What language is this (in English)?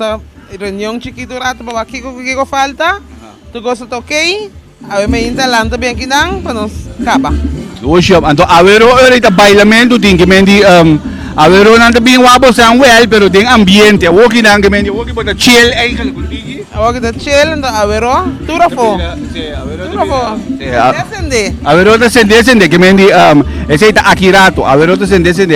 Papiamento